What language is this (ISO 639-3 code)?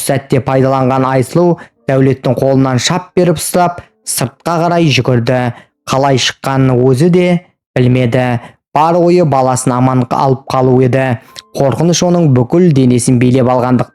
kaz